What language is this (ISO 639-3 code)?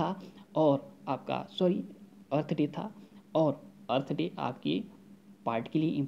hin